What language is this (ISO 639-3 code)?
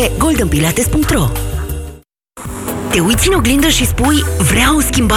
ron